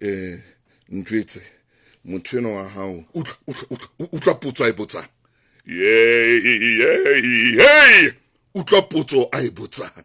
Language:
Southern Sotho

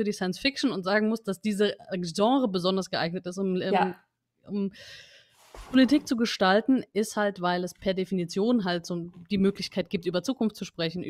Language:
German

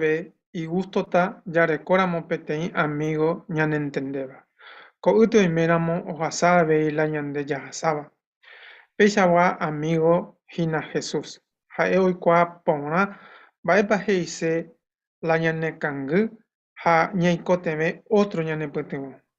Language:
Guarani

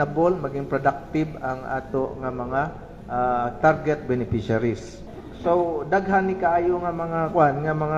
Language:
Cebuano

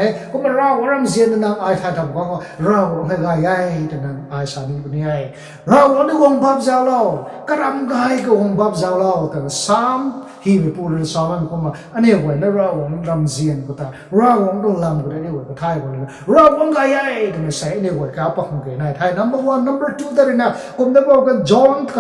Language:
Rongmei Naga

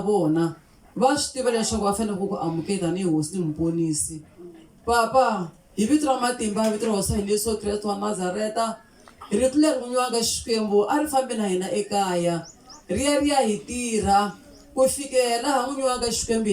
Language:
Tsonga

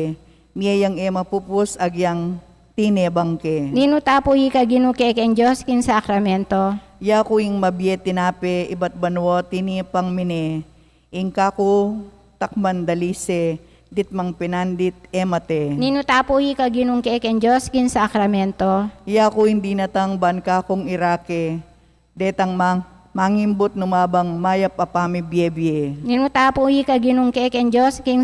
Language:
Pampanga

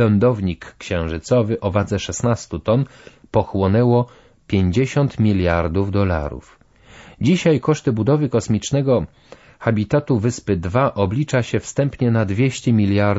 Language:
Polish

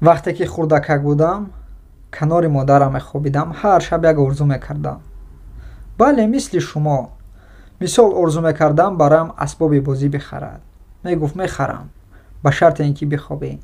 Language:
Tajik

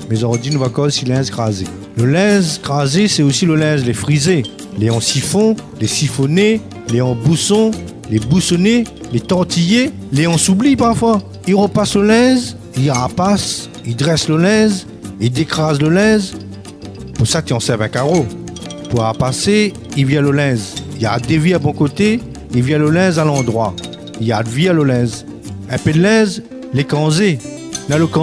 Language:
Réunion Creole French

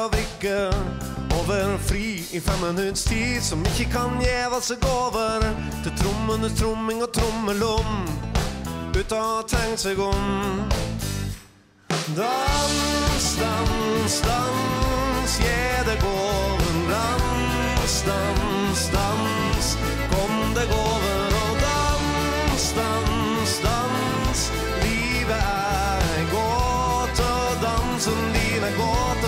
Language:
Norwegian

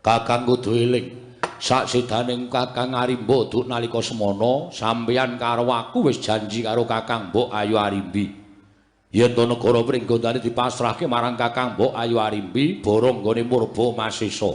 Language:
Javanese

